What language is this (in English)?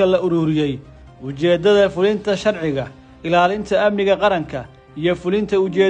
Somali